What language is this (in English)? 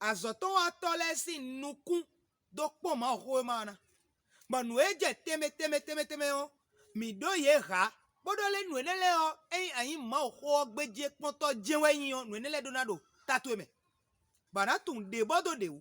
Fon